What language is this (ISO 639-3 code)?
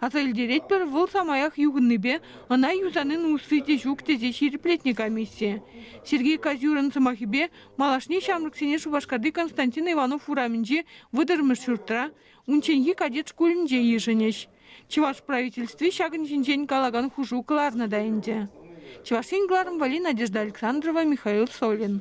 chv